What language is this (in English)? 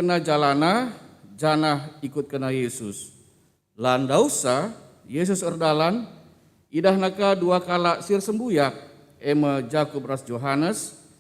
Batak Karo